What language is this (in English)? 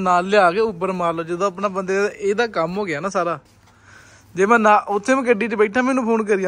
Punjabi